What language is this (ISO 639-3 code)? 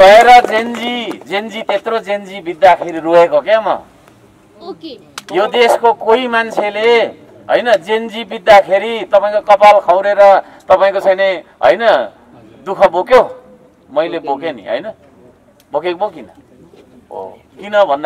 nep